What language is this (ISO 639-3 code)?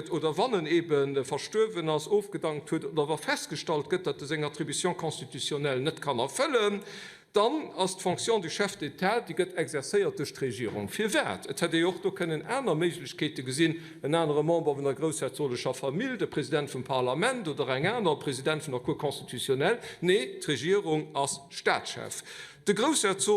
ltz